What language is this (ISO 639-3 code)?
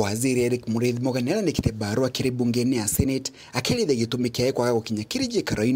mer